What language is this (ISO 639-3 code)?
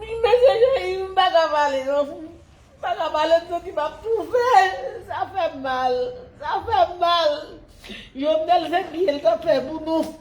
hat